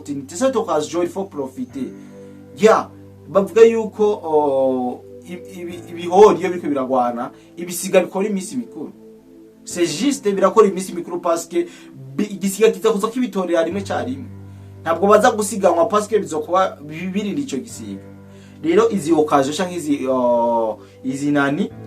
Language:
Rundi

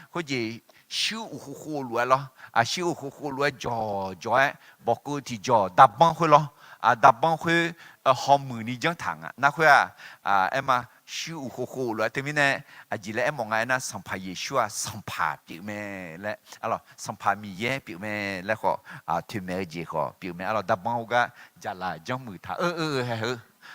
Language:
Akha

